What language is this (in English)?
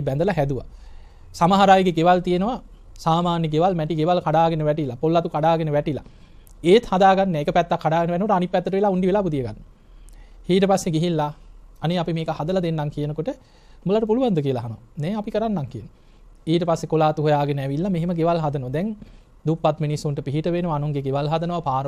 Sinhala